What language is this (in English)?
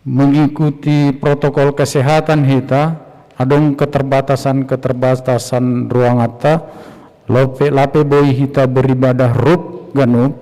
Batak Simalungun